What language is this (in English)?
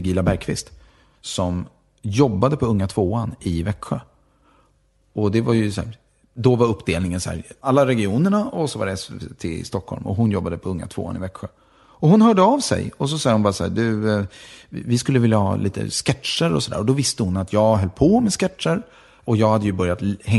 Swedish